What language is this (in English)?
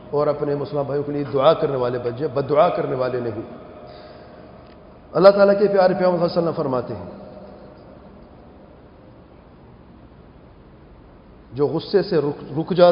Urdu